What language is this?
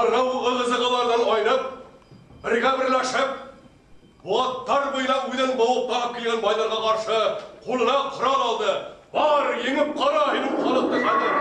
Bashkir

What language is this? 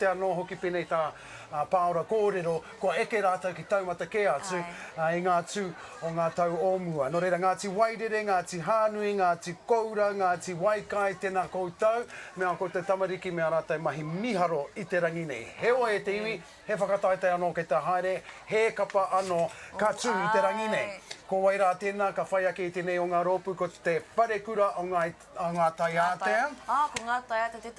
Māori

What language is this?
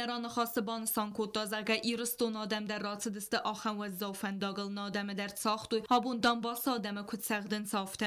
Ossetic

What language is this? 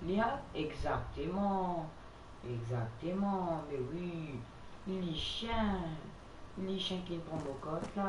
Morisyen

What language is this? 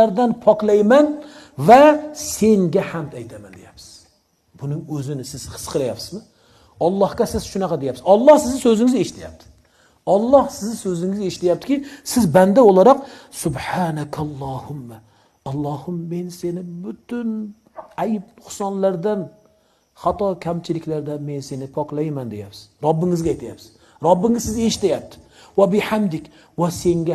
Uzbek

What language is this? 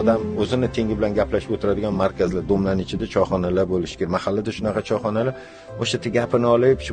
Uzbek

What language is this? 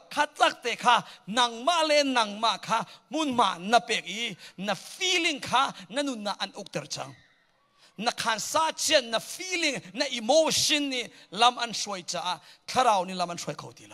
Hakha Chin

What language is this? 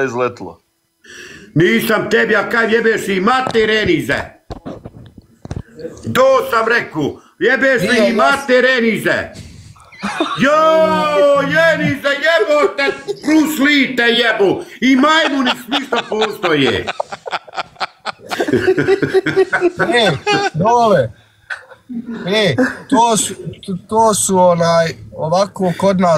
Croatian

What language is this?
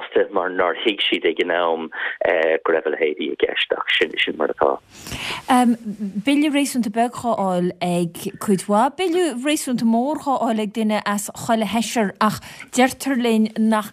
Irish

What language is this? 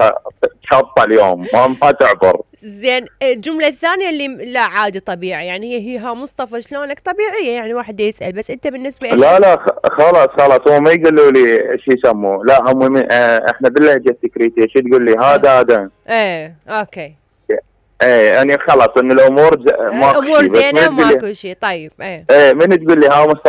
Mesopotamian Arabic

